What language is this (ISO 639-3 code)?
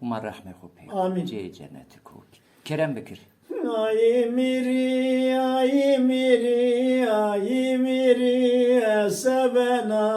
zza